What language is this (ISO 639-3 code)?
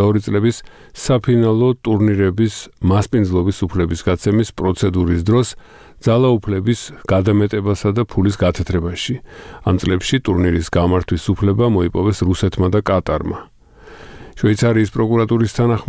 kat